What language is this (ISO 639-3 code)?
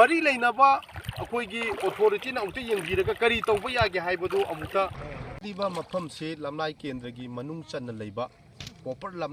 mni